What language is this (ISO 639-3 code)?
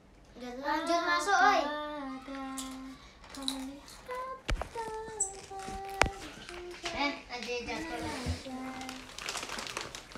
ind